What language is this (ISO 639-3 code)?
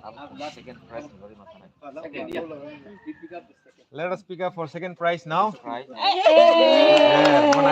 trp